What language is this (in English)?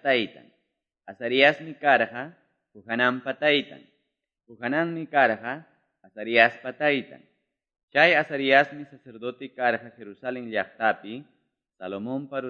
Quechua